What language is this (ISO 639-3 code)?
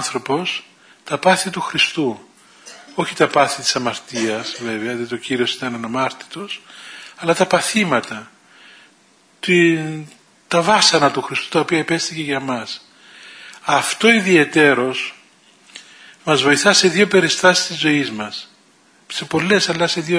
ell